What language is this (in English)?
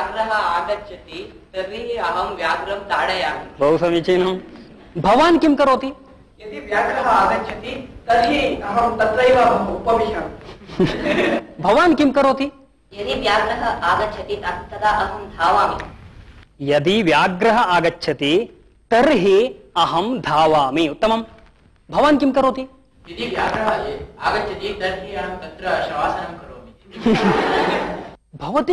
Sanskrit